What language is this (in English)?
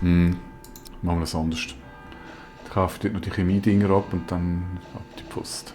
Swiss German